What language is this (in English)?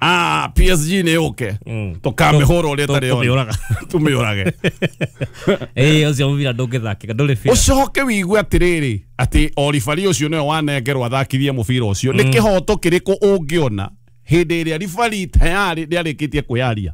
Kikuyu